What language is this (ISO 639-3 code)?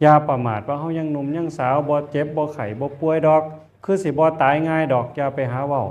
tts